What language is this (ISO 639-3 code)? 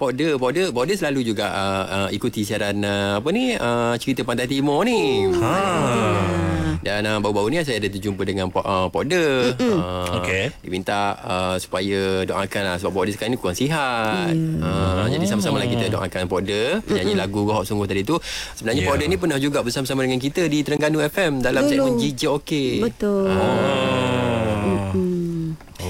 msa